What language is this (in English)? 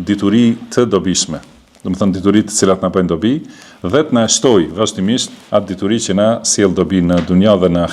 Albanian